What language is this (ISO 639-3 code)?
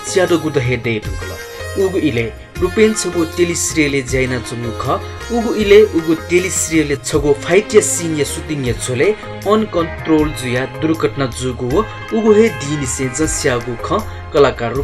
new